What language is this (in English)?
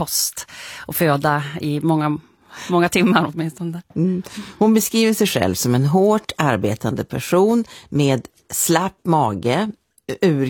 Swedish